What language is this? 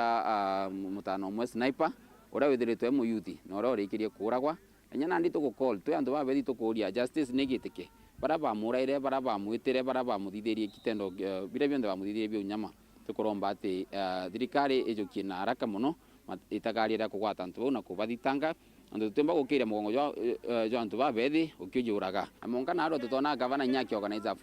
Meru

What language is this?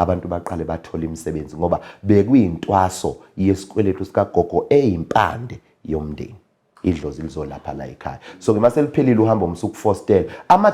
Zulu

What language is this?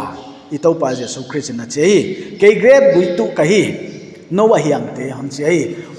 Paite Chin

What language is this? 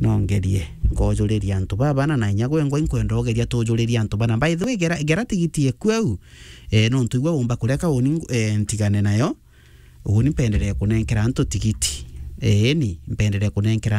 Meru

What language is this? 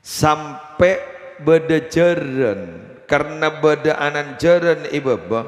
Madurese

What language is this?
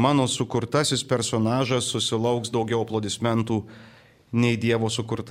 Lithuanian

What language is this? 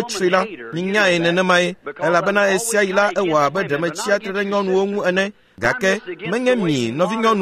Ewe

